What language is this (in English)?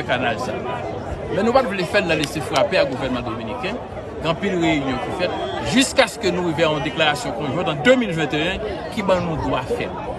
Haitian Creole